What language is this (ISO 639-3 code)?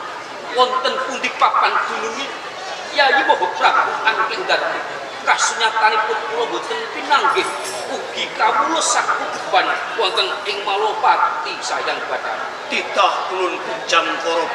jav